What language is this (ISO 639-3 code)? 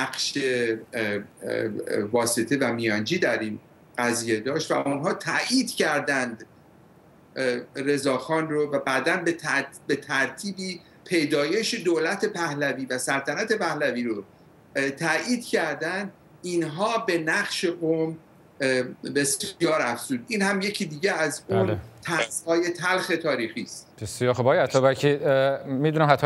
fas